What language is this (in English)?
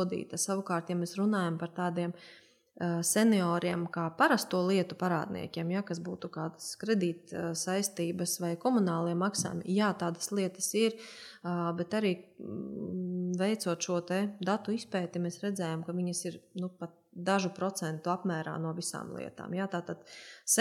Latvian